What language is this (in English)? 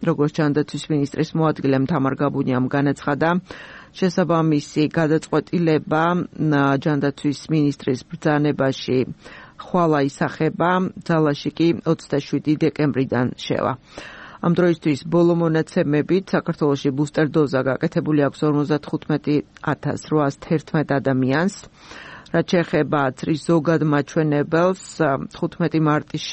Georgian